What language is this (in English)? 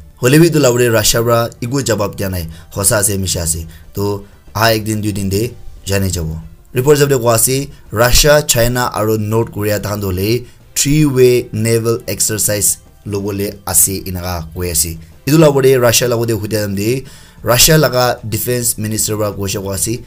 Naga Pidgin